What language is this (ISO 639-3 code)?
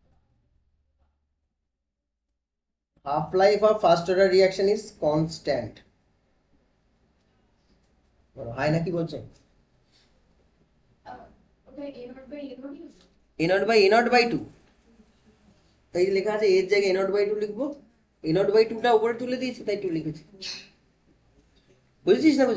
ben